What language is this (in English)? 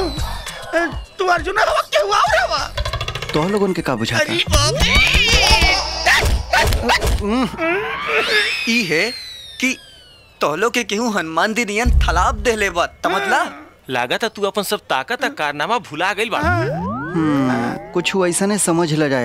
Bhojpuri